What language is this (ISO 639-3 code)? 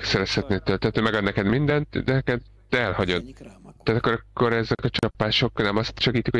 hun